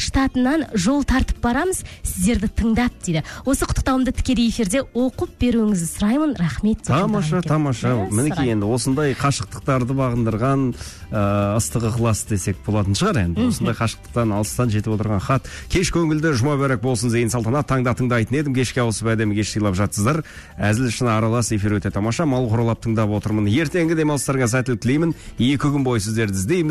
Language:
Kazakh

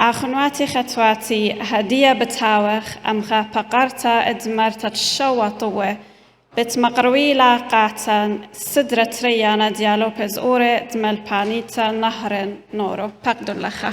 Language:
Assyrian Neo-Aramaic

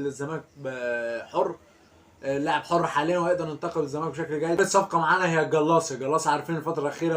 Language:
Egyptian Arabic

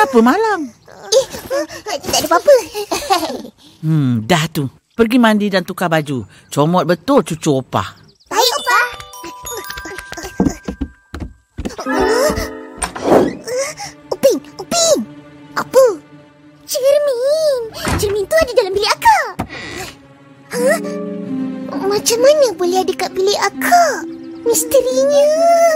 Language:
Malay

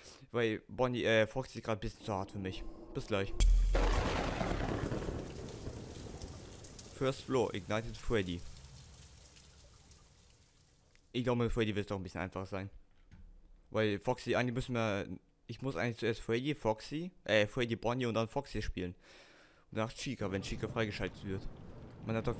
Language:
German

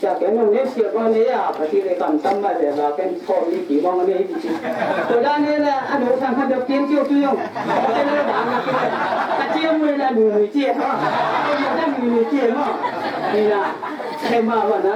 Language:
Tedim Chin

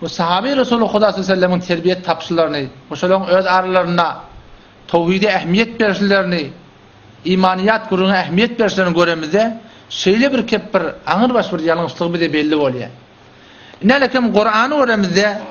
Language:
Turkmen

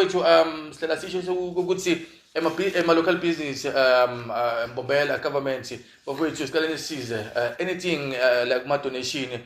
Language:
Zulu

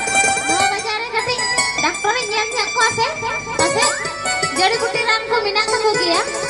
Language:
Santali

